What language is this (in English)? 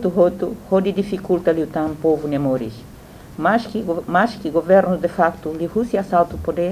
Tetum